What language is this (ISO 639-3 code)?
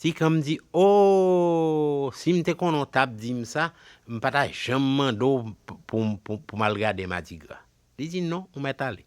hat